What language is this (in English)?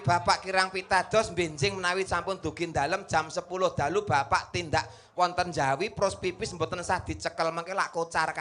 Javanese